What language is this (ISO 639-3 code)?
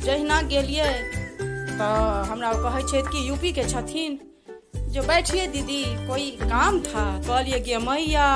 mai